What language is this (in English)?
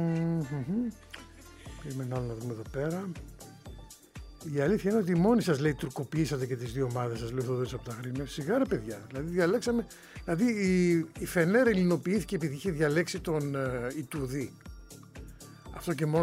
Greek